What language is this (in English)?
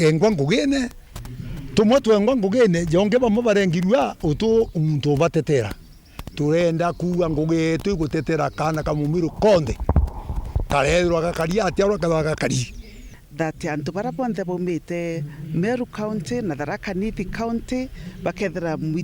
Meru